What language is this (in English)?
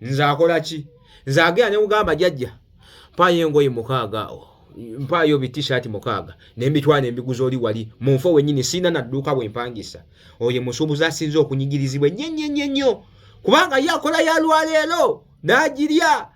Ganda